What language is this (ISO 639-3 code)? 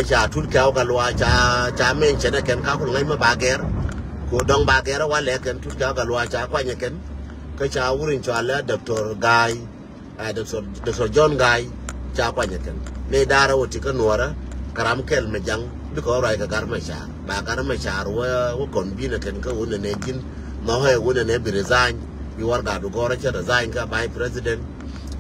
nus